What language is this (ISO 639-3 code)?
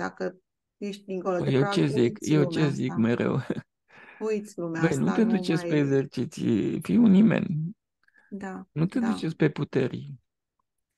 ron